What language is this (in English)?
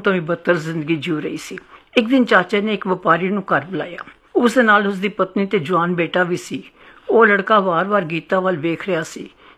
Punjabi